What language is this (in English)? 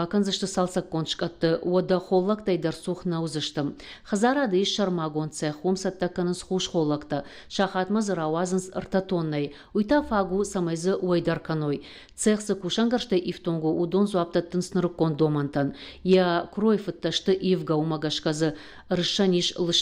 Ossetic